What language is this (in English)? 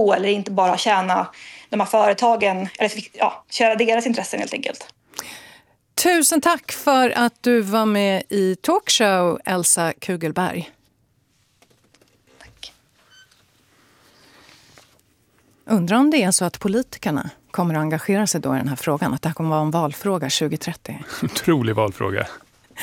Swedish